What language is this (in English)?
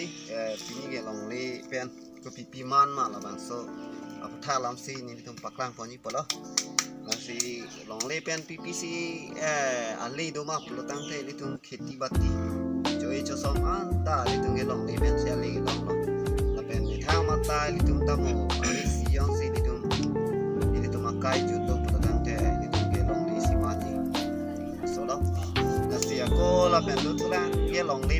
Karbi